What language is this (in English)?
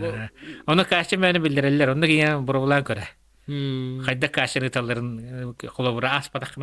Yakut